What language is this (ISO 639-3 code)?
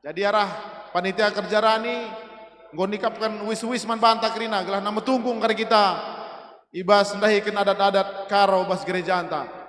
btx